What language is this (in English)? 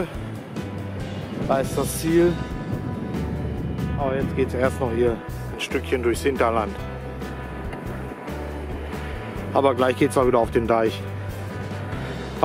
German